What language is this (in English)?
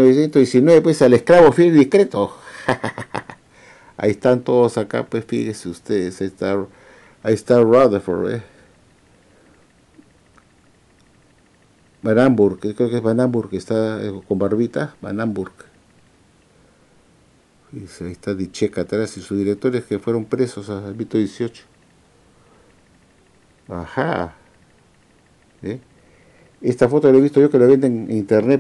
Spanish